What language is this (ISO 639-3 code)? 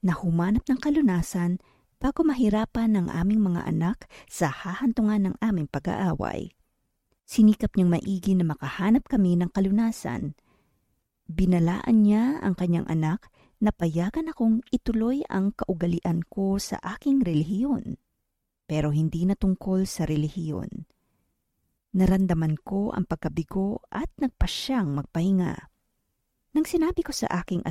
fil